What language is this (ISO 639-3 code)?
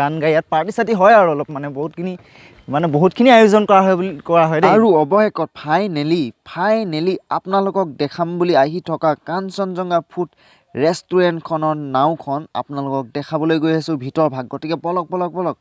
asm